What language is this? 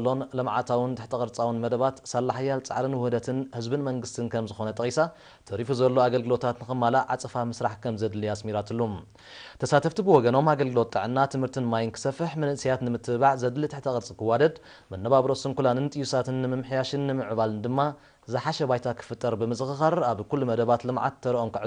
Tigrinya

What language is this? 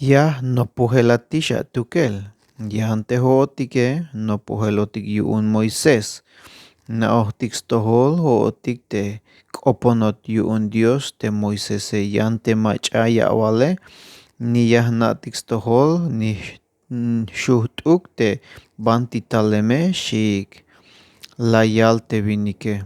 Tzeltal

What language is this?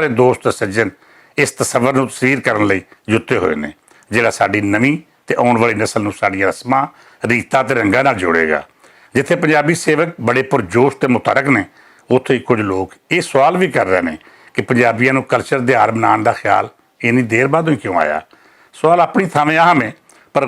Western Panjabi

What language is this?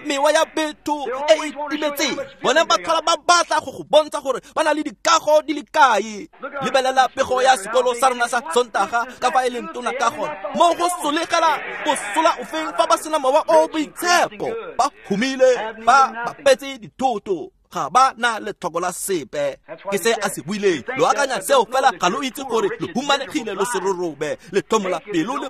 Tswana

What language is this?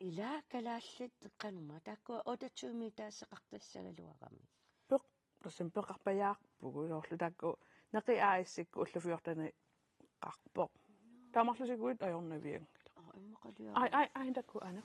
Kalaallisut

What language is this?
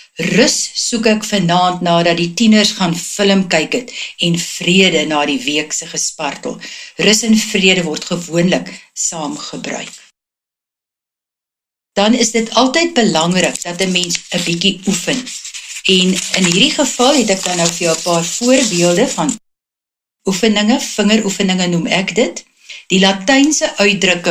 Afrikaans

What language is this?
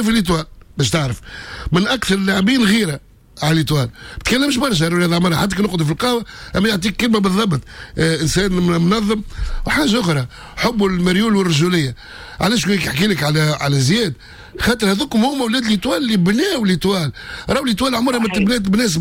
Tunisian Arabic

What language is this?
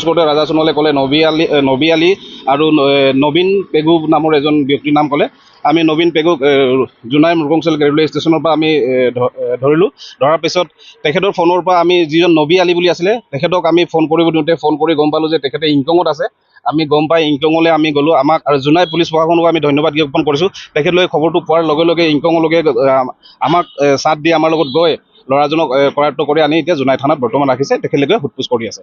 Assamese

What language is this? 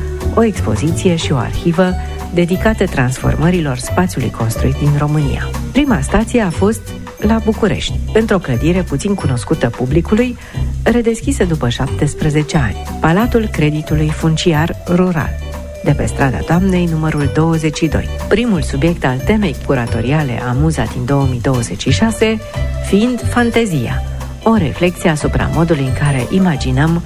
Romanian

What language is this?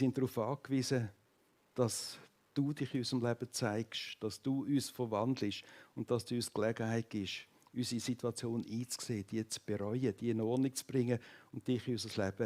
Swiss German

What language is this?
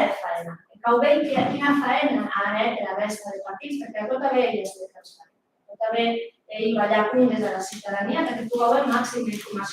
Occitan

